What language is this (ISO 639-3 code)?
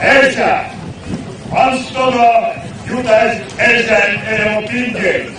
myv